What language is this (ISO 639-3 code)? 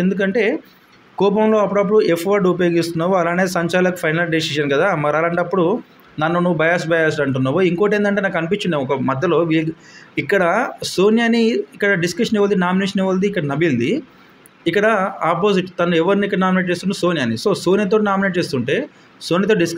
tel